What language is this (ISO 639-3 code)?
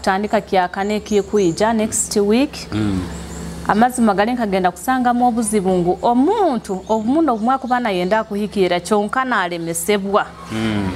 nyo